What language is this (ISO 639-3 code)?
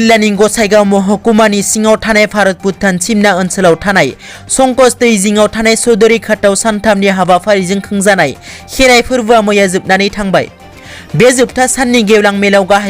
brx